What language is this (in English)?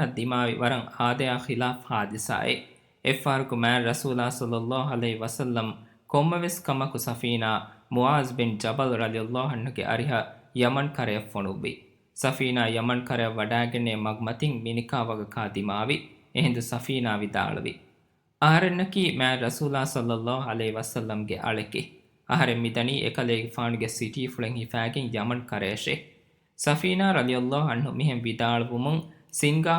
Divehi